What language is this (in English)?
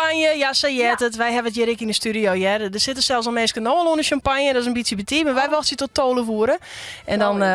Western Frisian